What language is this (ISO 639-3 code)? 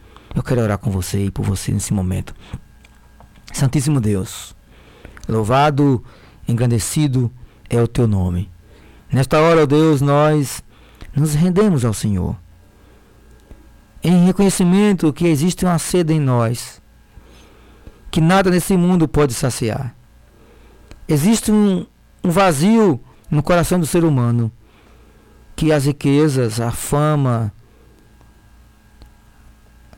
por